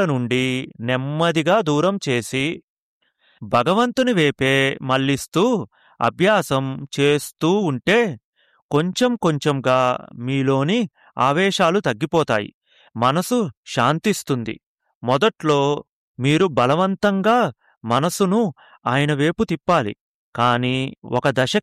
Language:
Telugu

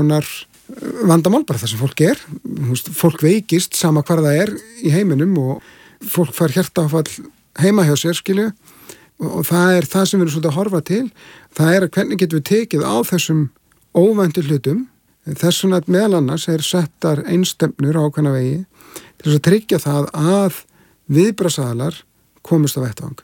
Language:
Icelandic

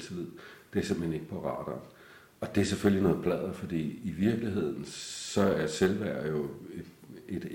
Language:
Danish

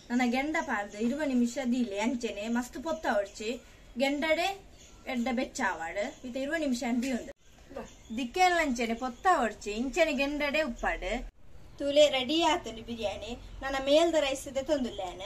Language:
Tulu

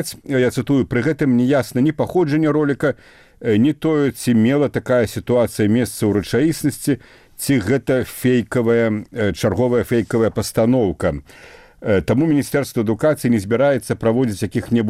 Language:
Belarusian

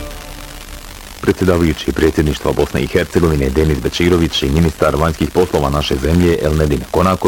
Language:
Bosnian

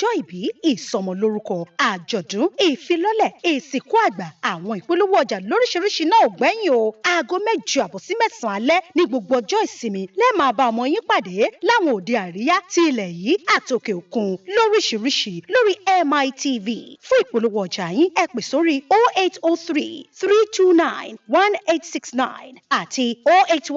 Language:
Yoruba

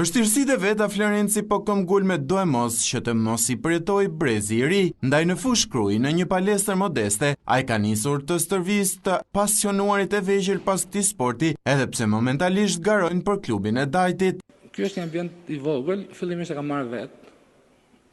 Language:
Albanian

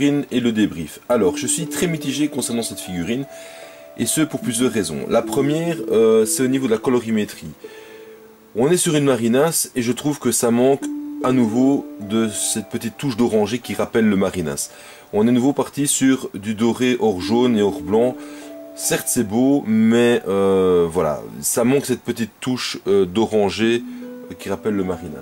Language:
French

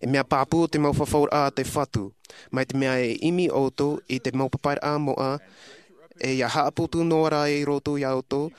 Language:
Tahitian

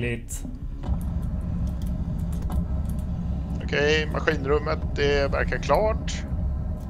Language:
Swedish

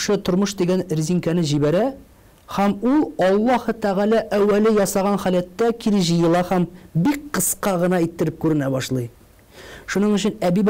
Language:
Tatar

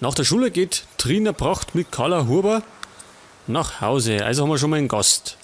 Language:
Bavarian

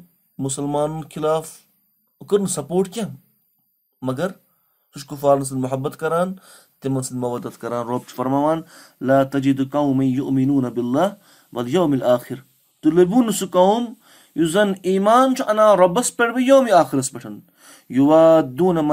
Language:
Kashmiri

